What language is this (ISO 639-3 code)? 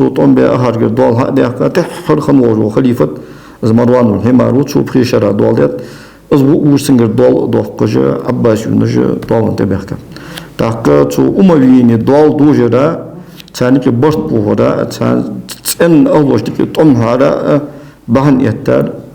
inh